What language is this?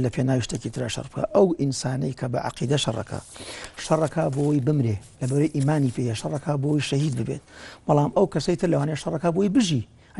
Central Kurdish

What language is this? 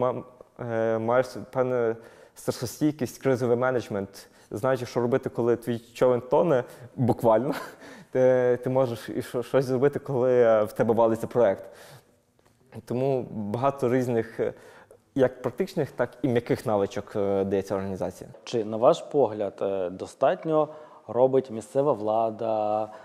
Ukrainian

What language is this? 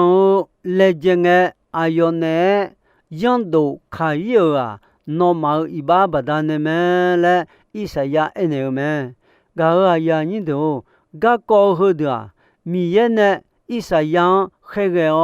Akha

